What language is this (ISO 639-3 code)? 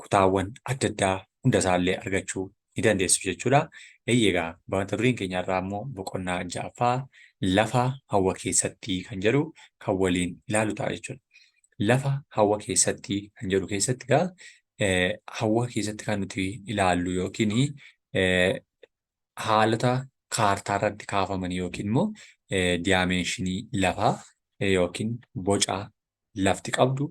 orm